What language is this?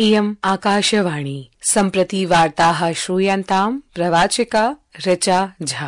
Sanskrit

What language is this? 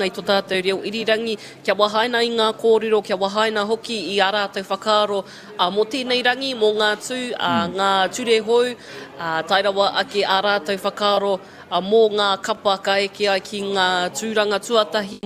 Māori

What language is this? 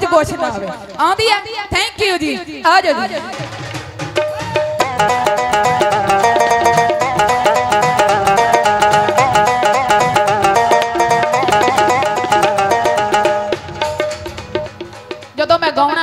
Punjabi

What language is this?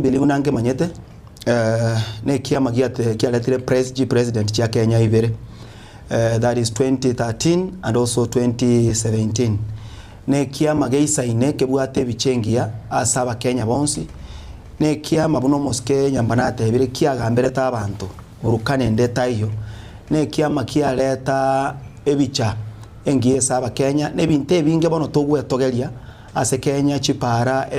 Gusii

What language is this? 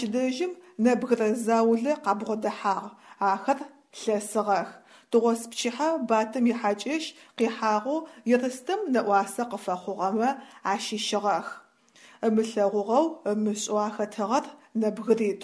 Adyghe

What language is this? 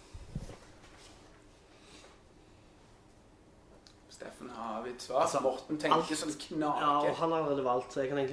Norwegian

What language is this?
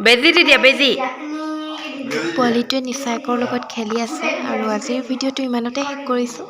Assamese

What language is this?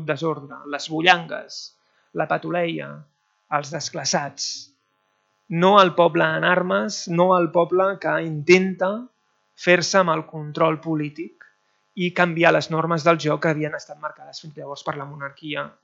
Catalan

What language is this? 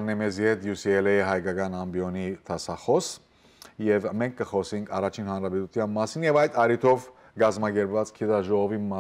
Western Armenian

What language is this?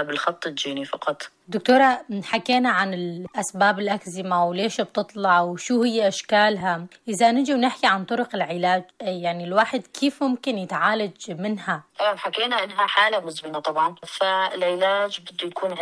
North Levantine Arabic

